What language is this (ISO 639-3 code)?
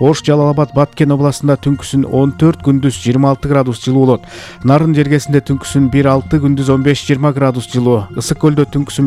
kir